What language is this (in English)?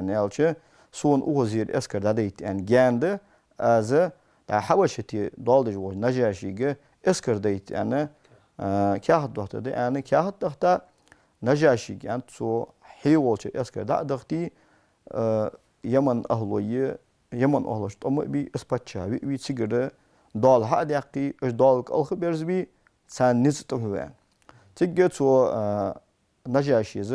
Ingush